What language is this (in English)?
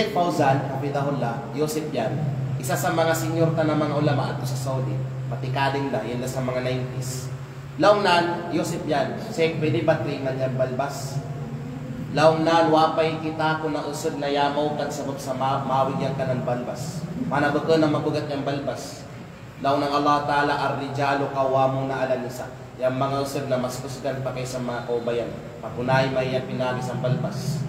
Kalagan